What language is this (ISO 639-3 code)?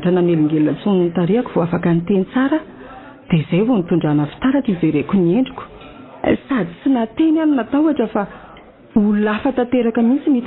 mlg